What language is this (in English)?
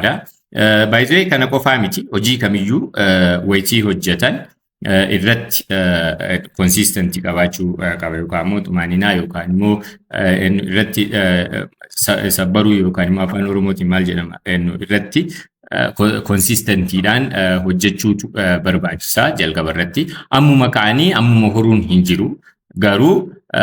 Oromo